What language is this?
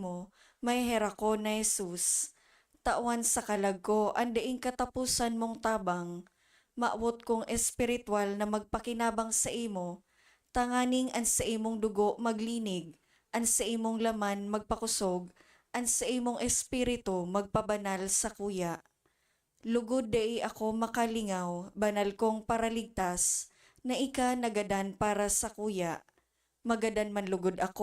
Bikol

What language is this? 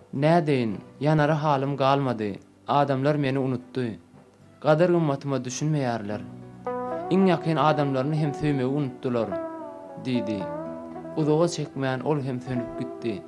Turkmen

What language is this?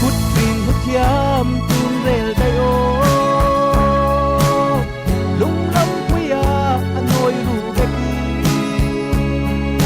Falam Chin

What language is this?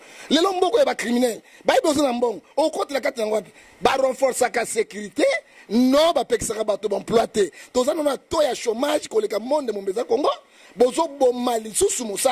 Lingala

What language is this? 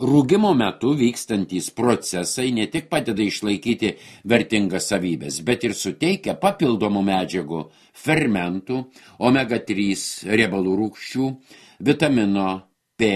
Lithuanian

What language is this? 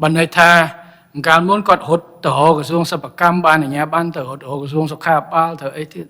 Khmer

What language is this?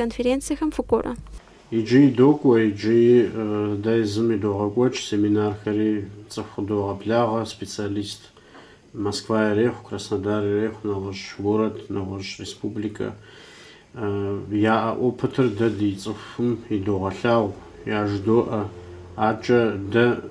Kabardian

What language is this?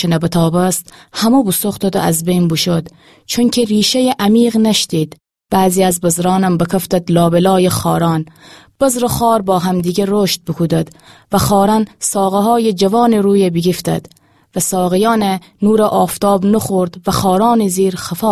Gilaki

